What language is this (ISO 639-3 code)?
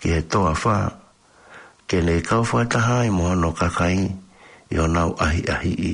ton